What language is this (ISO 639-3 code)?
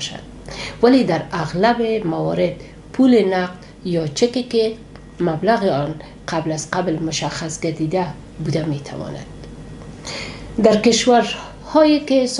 fas